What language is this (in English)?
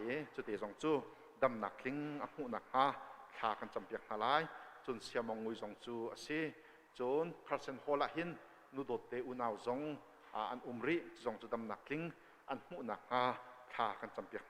Hakha Chin